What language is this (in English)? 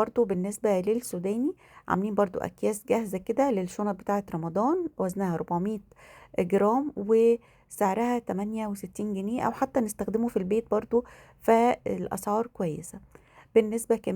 Egyptian Arabic